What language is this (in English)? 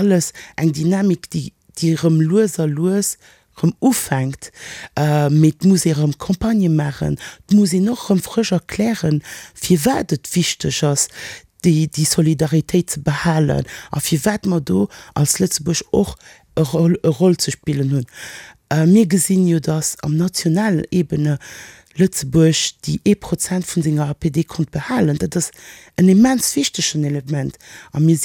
Luxembourgish